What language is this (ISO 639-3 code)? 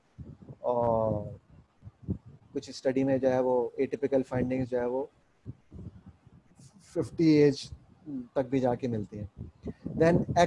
hin